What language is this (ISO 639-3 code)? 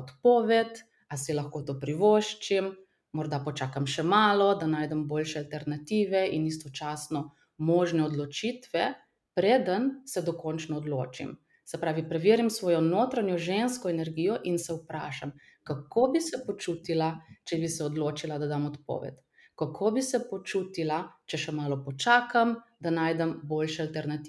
slv